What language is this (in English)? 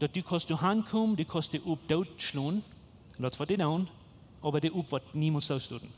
Plautdietsch